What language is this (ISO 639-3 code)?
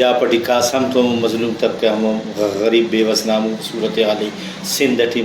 brh